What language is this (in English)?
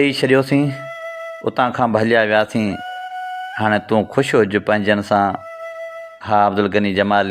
Sindhi